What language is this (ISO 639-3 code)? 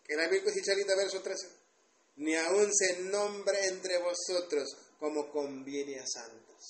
tzo